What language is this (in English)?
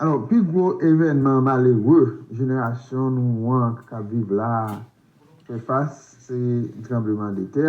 Haitian Creole